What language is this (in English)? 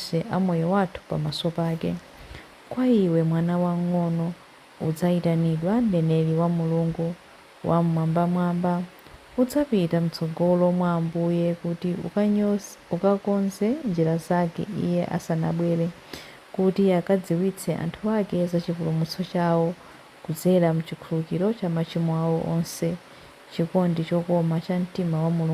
Nyanja